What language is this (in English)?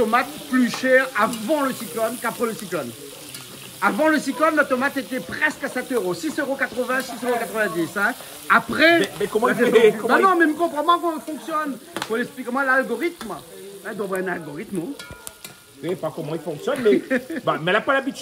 Réunion Creole French